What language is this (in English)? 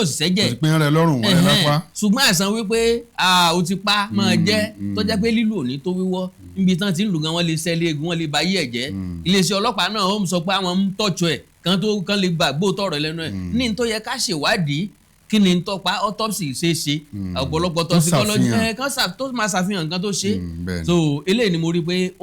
Yoruba